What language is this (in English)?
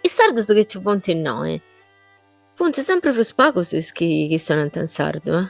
Sardinian